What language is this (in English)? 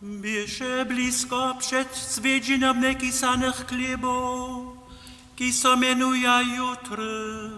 Upper Sorbian